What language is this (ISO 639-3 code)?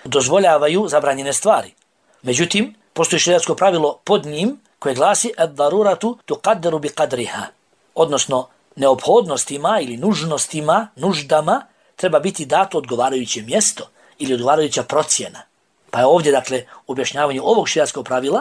bos